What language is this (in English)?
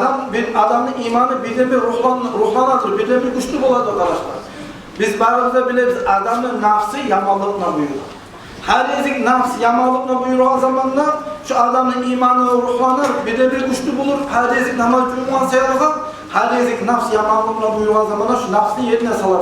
Kumyk